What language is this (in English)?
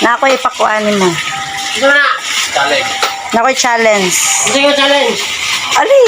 Cebuano